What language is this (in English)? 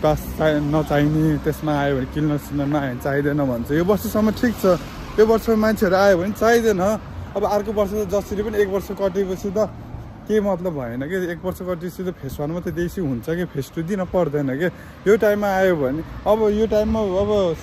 Nepali